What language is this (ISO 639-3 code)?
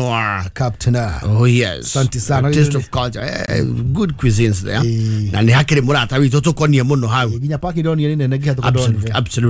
kik